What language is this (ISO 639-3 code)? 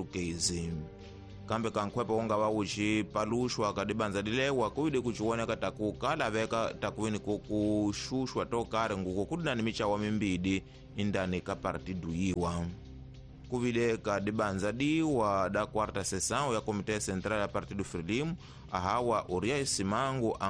tso